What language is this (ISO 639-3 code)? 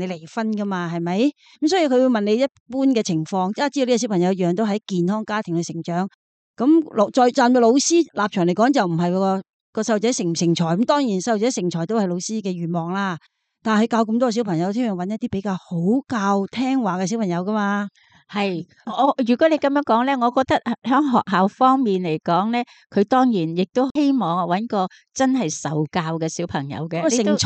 yue